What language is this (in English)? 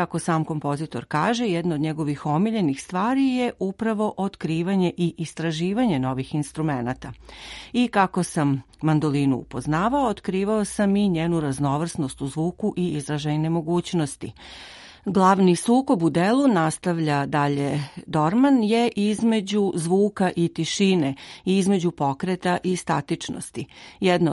Serbian